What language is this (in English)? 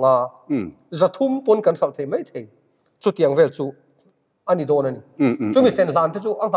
Mizo